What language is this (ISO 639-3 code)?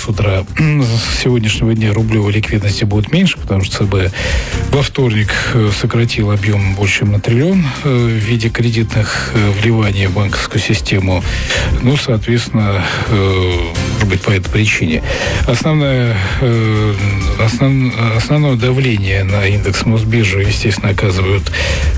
rus